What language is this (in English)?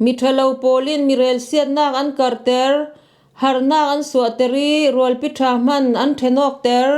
Falam Chin